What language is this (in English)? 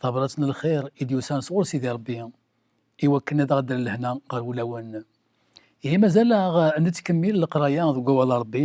Kabyle